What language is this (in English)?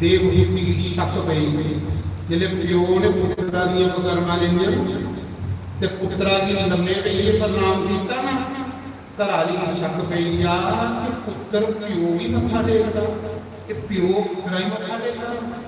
Dogri